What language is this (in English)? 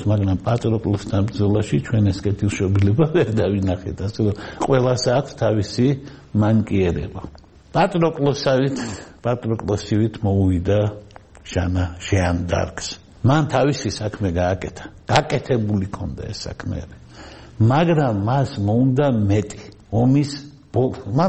Georgian